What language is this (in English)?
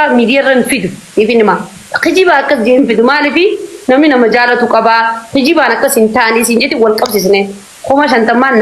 Oromo